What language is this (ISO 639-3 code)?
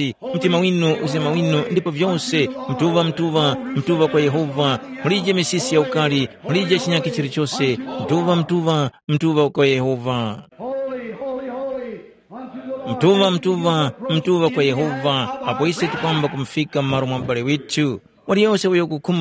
tum